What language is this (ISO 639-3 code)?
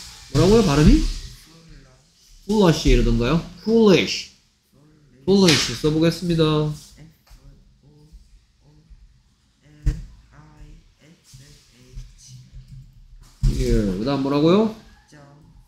kor